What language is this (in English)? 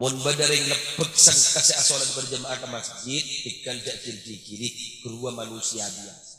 Madurese